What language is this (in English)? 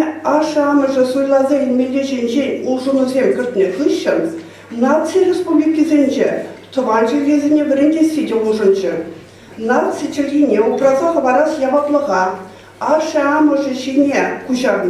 Chuvash